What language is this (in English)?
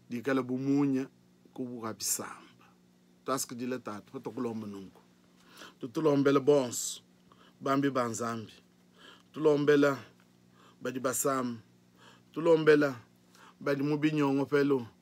Luba-Lulua